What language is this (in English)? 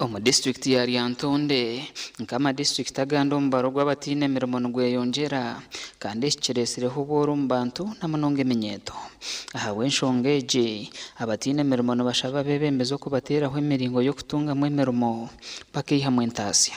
Nyankole